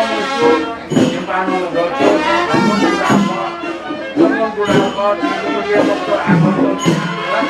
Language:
Newari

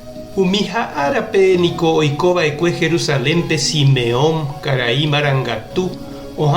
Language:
Guarani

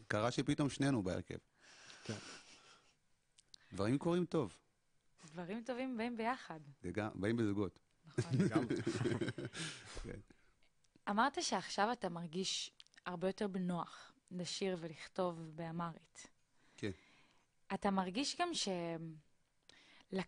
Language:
Hebrew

